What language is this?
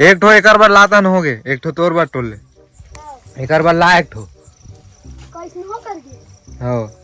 Chhattisgarhi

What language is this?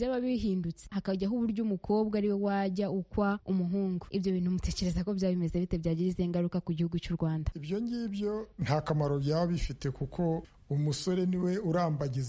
Kinyarwanda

